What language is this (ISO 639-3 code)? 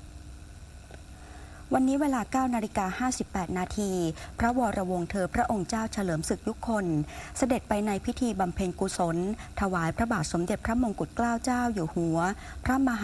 tha